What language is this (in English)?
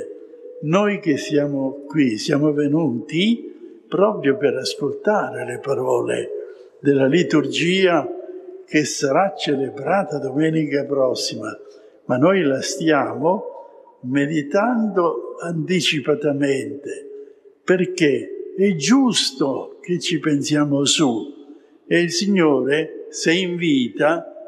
Italian